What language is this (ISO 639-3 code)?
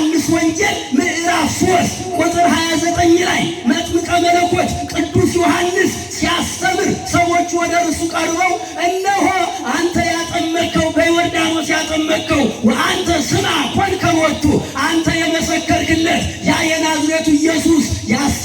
amh